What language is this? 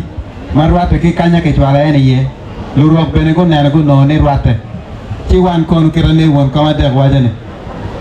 Acoli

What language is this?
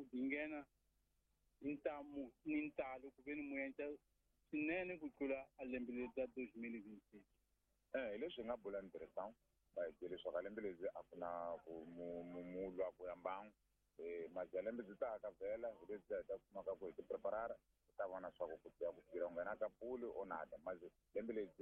Tsonga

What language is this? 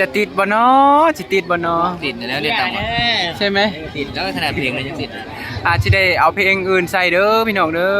Northeastern Thai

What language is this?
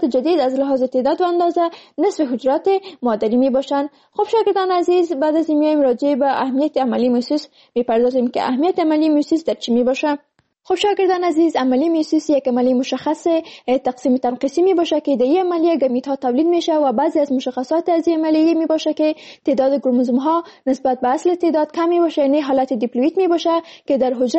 Persian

